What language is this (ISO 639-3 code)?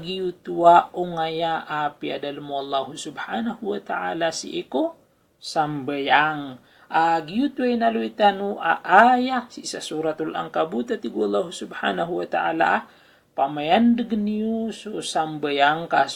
mrw